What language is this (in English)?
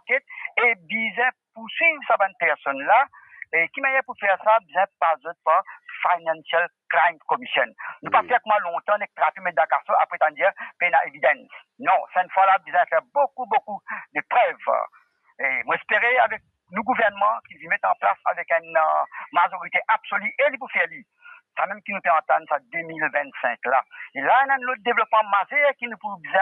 Morisyen